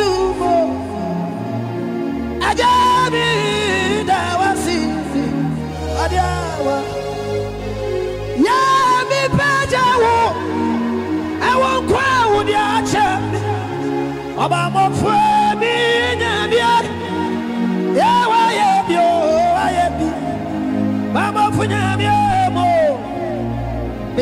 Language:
English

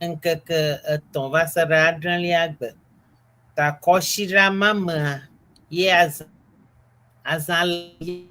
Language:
Ewe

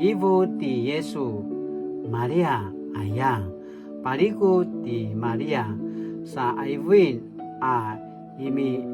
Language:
Paiwan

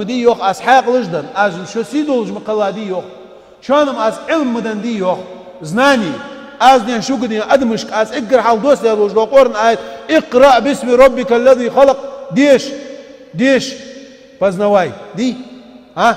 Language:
Ingush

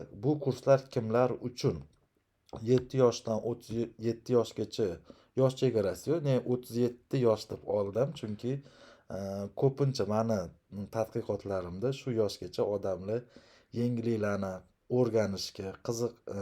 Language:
Uzbek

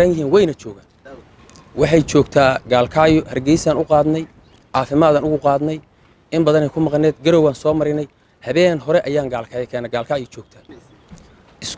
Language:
Somali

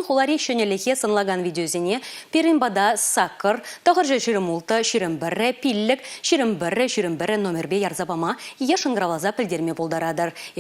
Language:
Chuvash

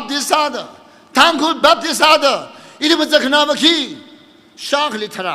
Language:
Tangkhul Naga (India)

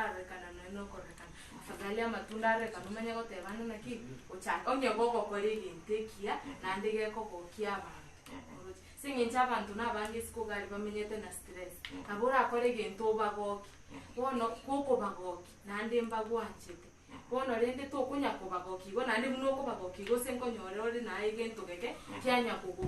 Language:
Gusii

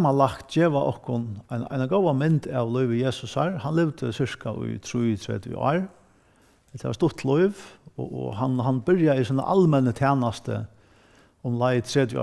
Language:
Faroese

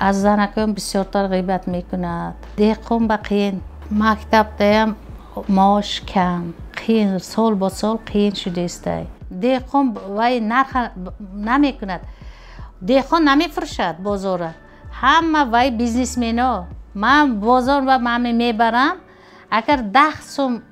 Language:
Tajik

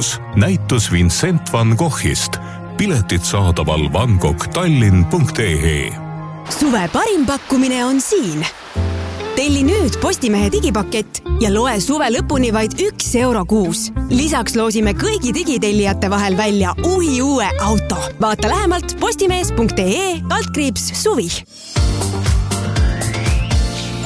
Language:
Estonian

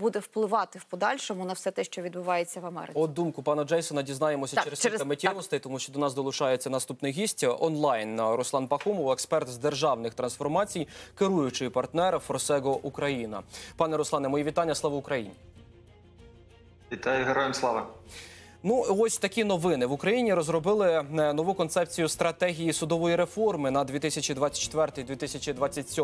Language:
Ukrainian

